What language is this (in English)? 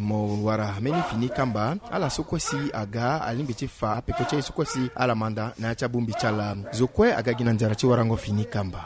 Sango